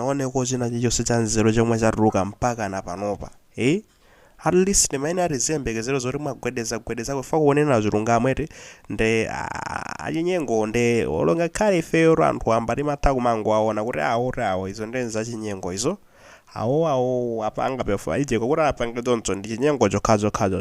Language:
Nyanja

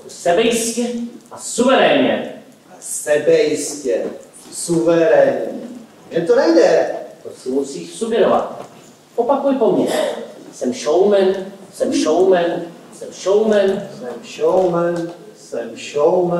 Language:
Czech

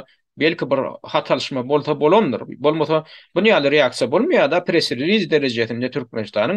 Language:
Turkmen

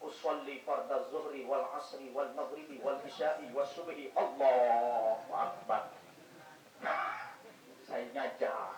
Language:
Sasak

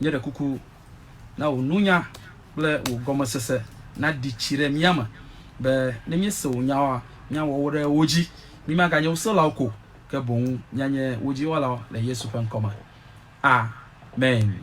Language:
Ewe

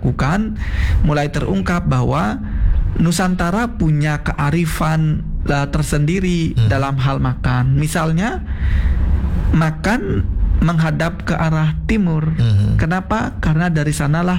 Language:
Indonesian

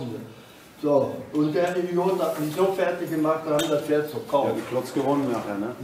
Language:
German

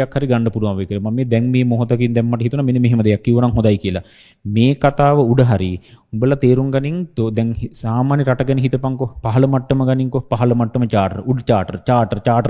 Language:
Sinhala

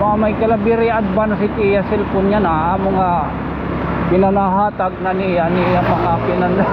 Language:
Waray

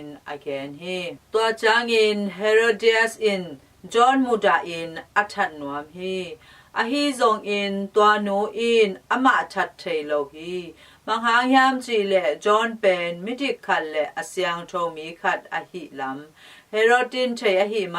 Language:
Tedim Chin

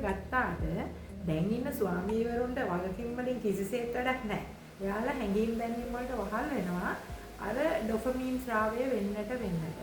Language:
Sinhala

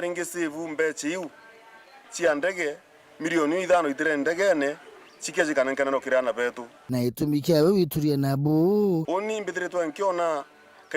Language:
Meru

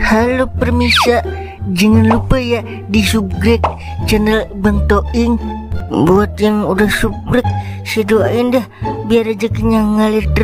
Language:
Betawi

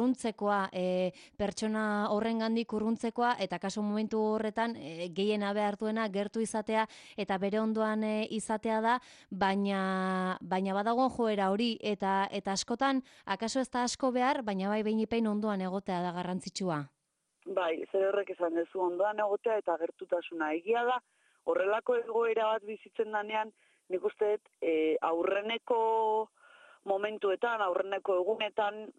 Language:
Basque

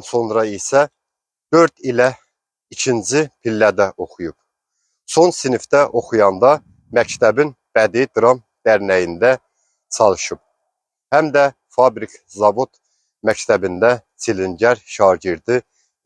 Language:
Azerbaijani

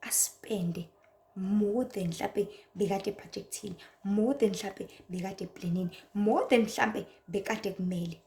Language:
Zulu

